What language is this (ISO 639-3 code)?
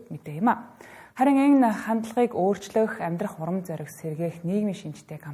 mon